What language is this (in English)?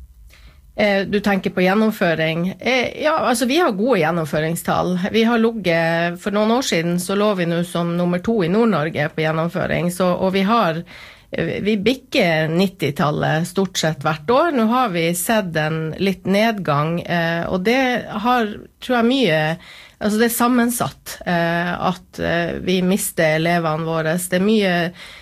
Norwegian